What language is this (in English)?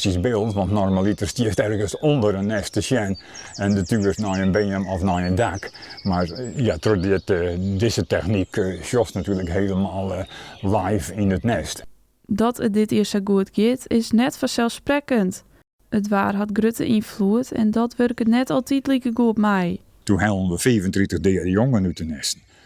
Western Frisian